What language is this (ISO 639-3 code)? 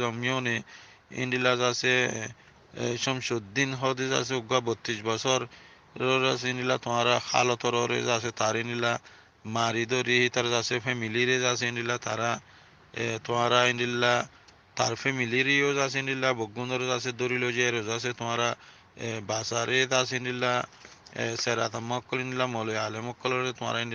rhg